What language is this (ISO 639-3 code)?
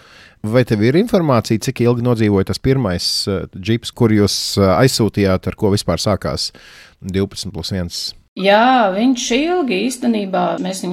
lav